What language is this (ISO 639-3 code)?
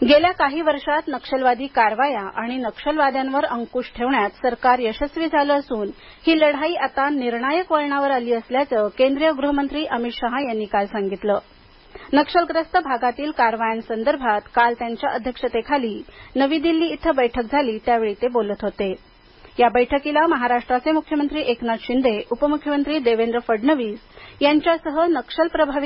mar